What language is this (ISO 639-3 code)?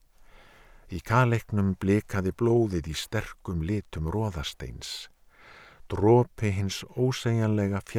isl